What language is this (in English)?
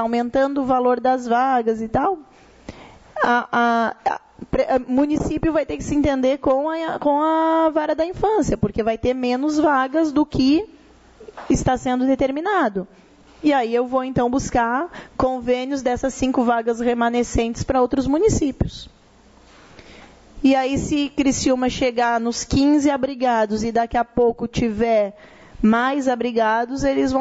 Portuguese